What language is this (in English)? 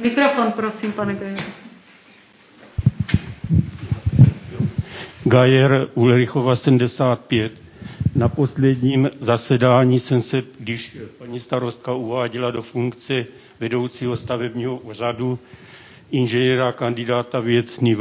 Czech